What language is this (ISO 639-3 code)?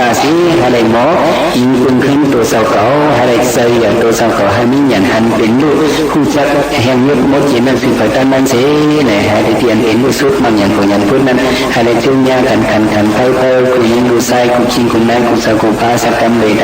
shn